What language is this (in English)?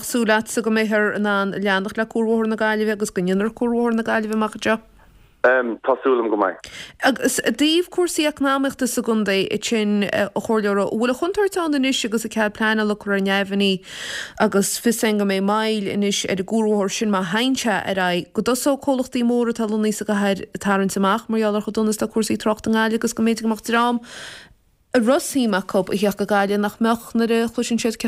Irish